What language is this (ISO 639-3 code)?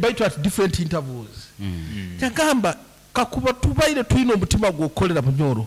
nyn